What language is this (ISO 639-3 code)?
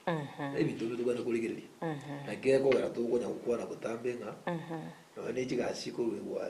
guz